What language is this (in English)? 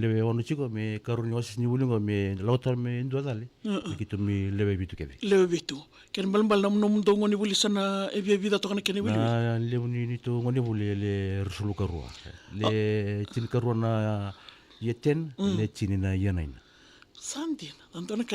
Fijian